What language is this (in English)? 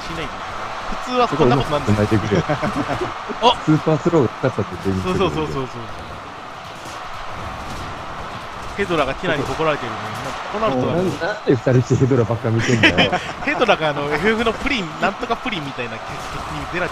Japanese